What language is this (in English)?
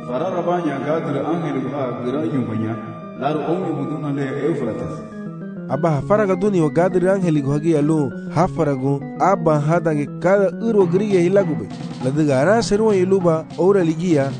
Garifuna